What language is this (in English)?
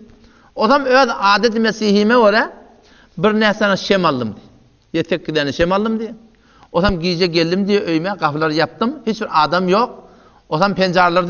Turkmen